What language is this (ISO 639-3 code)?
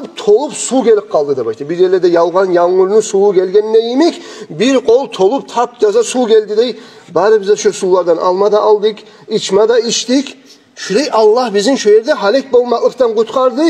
kum